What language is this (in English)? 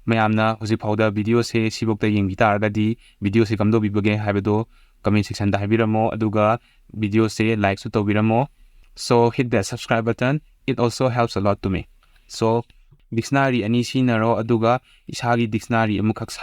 Manipuri